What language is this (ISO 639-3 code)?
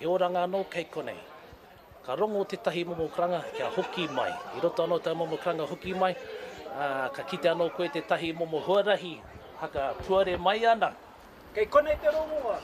mri